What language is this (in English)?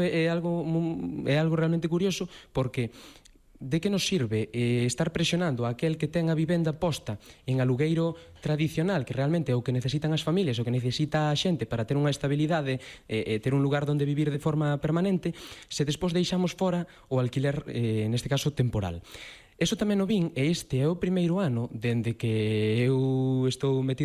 Galician